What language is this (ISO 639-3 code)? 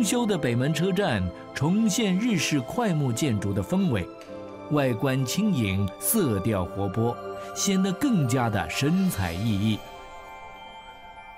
zho